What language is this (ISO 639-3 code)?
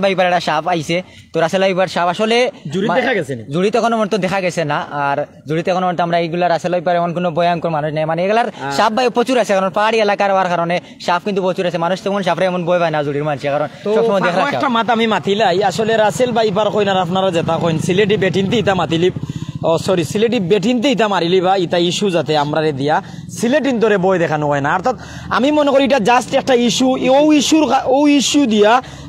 syl